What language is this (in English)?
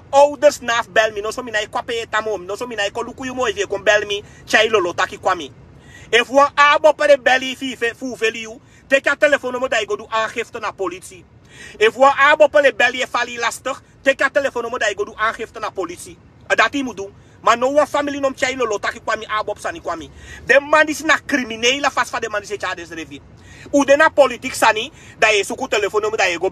Sranan Tongo